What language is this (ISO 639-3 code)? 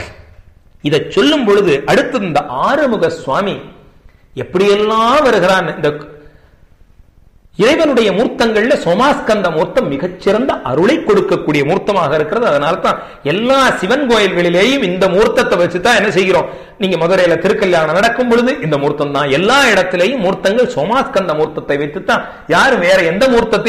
tam